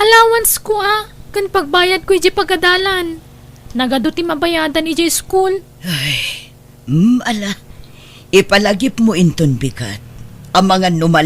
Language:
Iloko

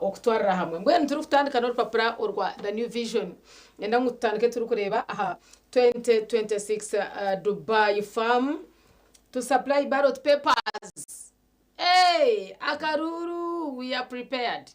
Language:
Nyankole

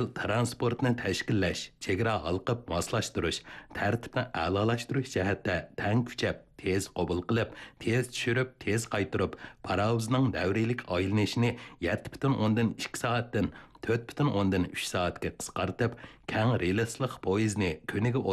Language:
Uyghur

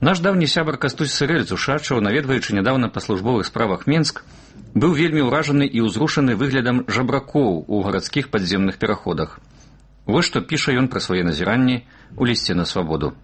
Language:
Belarusian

